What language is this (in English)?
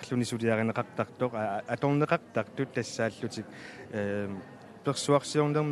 Kalaallisut